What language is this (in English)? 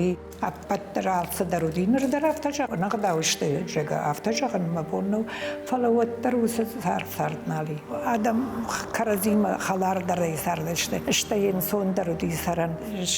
Ossetic